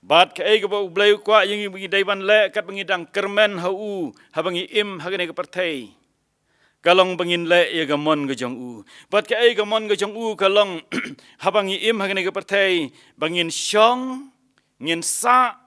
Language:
Khasi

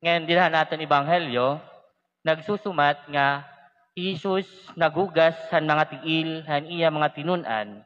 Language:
Waray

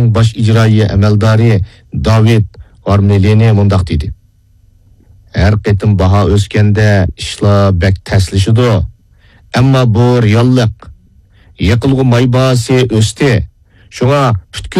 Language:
Uyghur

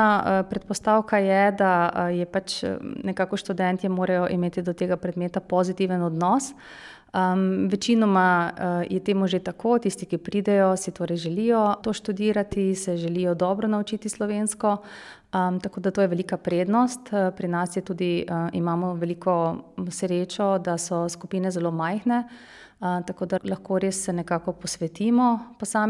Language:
Slovenian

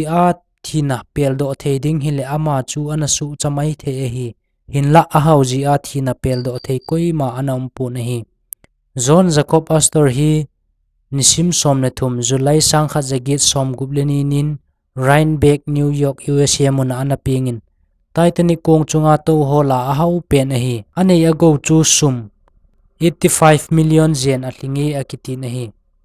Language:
Thado Chin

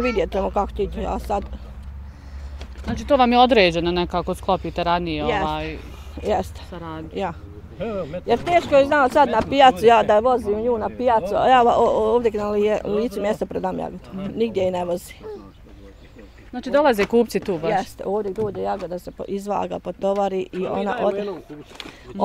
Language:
Bosnian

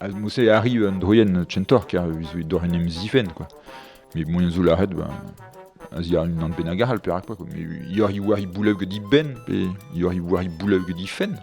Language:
Breton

